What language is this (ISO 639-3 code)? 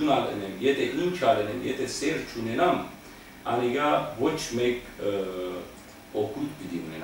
hyw